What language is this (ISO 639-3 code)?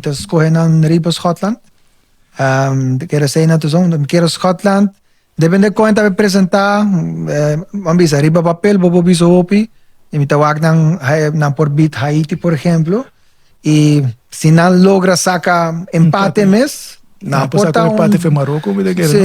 pap